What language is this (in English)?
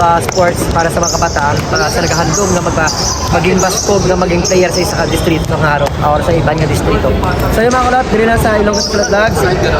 Hiligaynon